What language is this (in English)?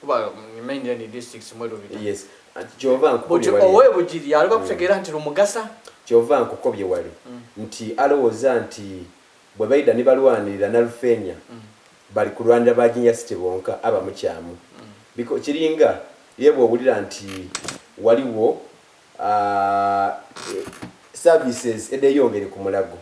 Soga